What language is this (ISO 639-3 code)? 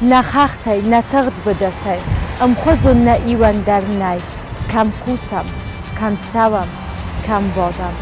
oss